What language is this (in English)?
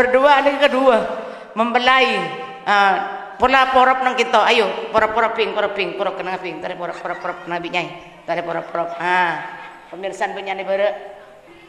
Madurese